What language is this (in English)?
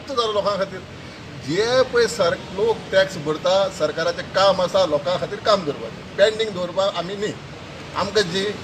Konkani